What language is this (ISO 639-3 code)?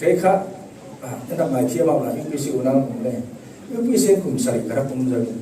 cfm